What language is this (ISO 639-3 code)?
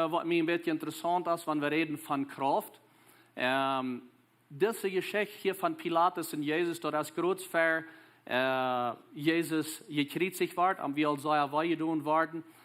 pdt